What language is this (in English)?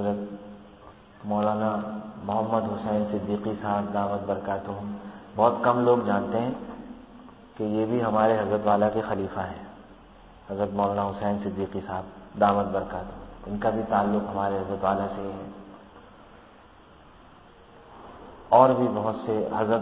Urdu